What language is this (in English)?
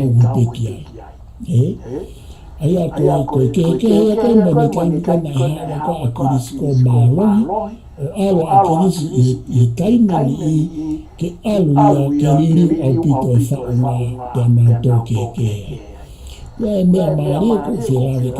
Tongan